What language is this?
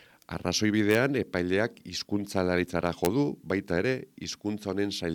Basque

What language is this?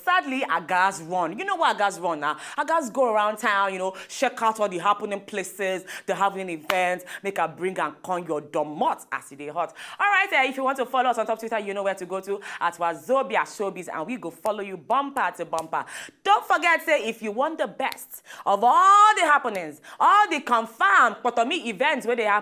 Nigerian Pidgin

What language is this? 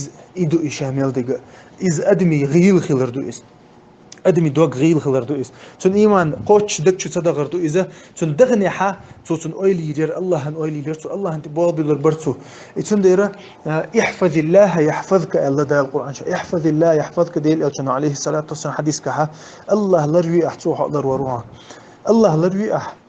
Chechen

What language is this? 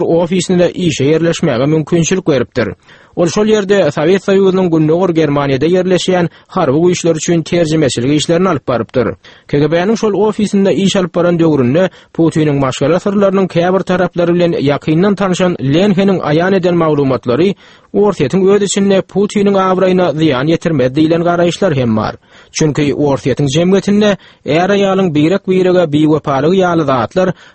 Turkmen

